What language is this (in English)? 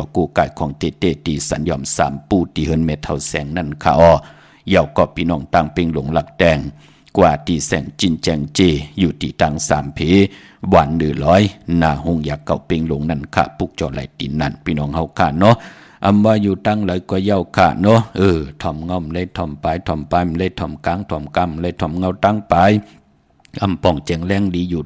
Shan